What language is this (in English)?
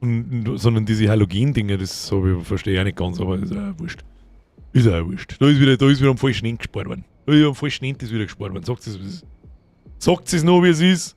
Bavarian